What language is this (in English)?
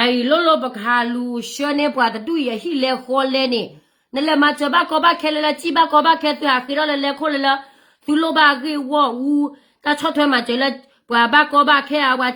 S'gaw Karen